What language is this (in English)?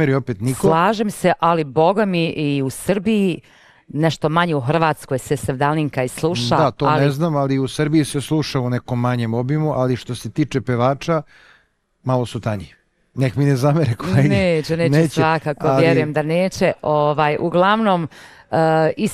Bosnian